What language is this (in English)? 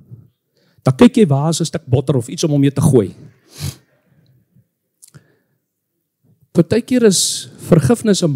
Afrikaans